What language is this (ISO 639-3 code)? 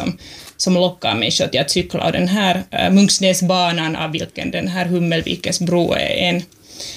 swe